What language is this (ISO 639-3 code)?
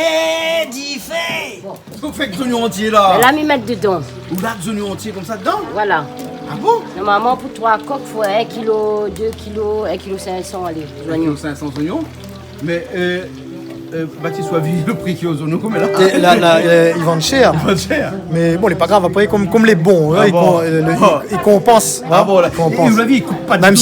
rcf